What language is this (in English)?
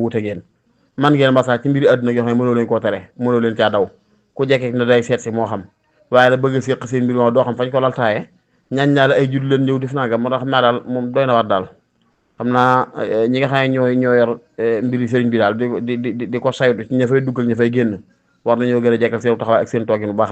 Wolof